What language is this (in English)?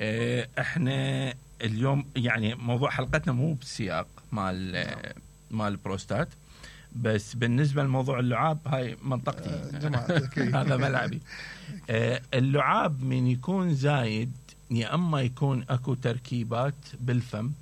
Mesopotamian Arabic